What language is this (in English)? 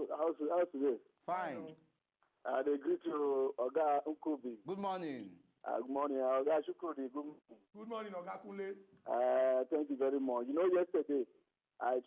Nigerian Pidgin